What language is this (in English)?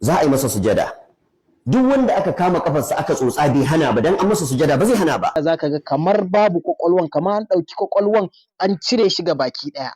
Hausa